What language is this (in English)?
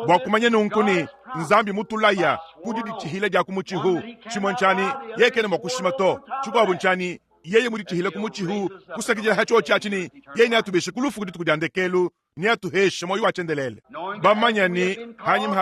Luba-Lulua